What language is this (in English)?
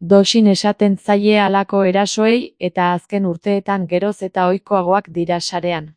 Basque